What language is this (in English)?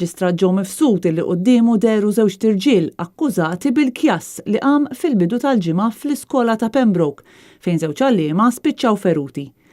Maltese